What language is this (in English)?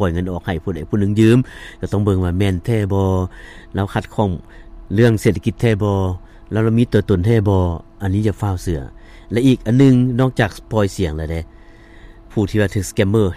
Lao